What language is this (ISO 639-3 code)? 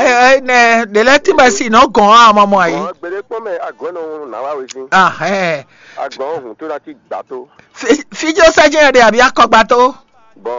fon